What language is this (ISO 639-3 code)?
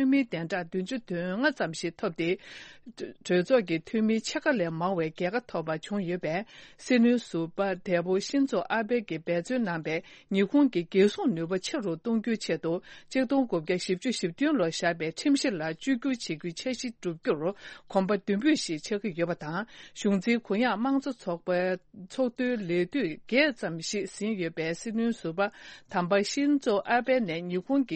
bod